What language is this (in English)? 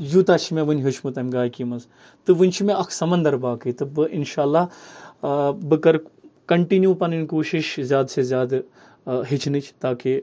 Kashmiri